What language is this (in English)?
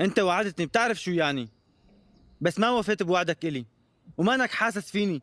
North Levantine Arabic